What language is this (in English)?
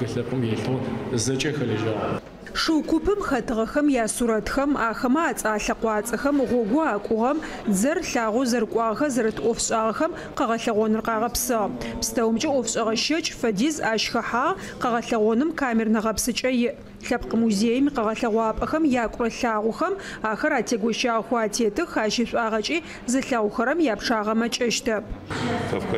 Adyghe